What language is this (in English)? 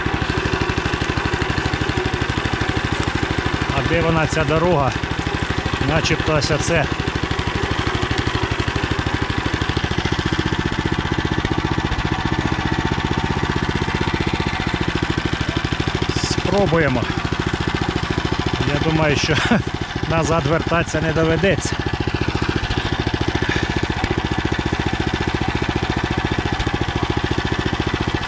Ukrainian